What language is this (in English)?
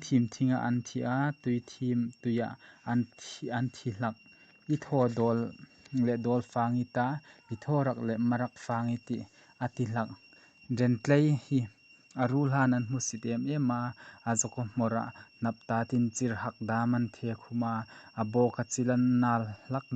Hmar